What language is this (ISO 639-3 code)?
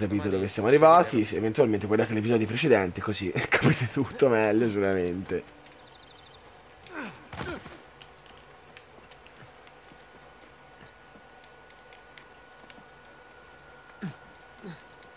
ita